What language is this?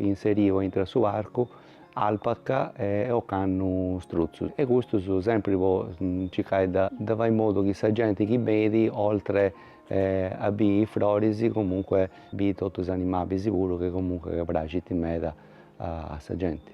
Sardinian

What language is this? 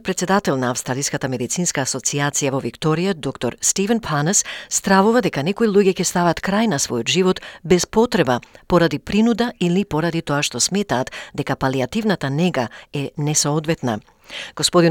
Macedonian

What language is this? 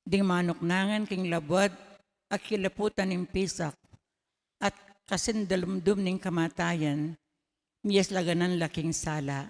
Pampanga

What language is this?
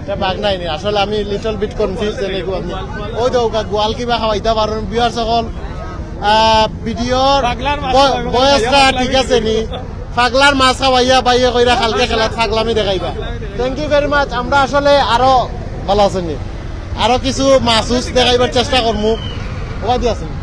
Sylheti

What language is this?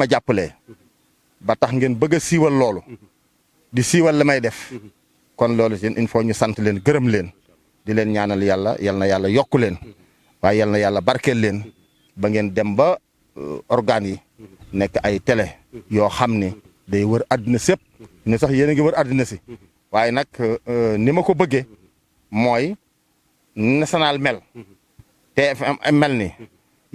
Wolof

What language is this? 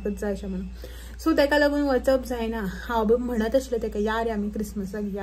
Konkani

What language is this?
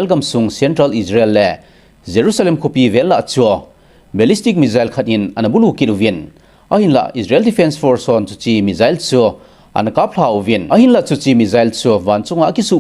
Thado Chin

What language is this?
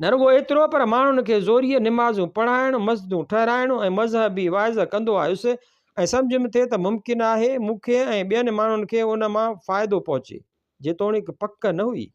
Sindhi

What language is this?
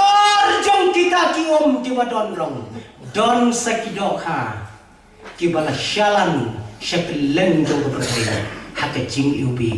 Khasi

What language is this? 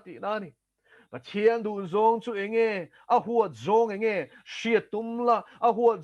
Mizo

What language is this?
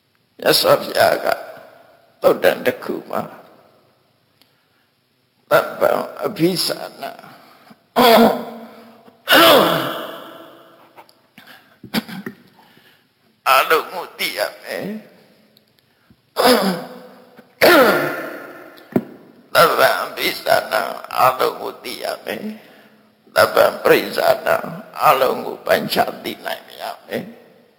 Burmese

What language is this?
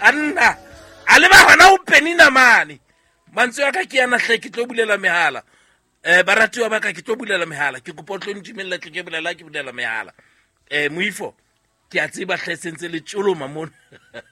Southern Sotho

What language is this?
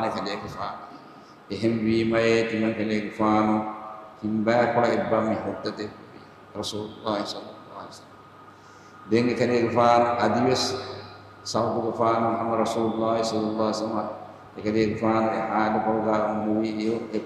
Divehi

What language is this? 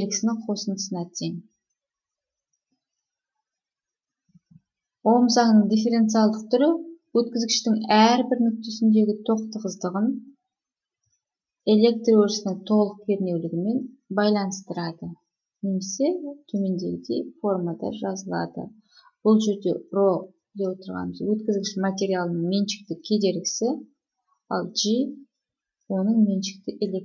Kazakh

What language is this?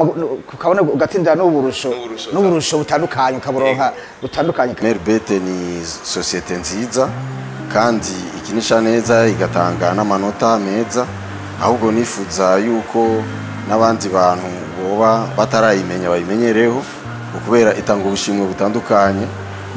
Rundi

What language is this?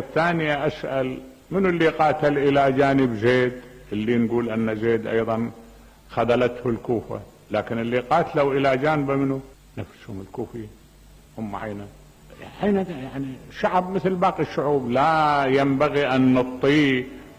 Mesopotamian Arabic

